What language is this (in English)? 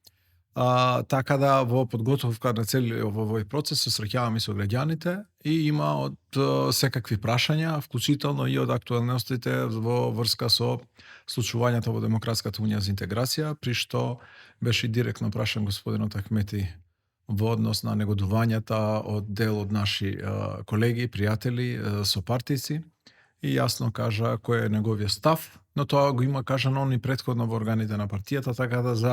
Macedonian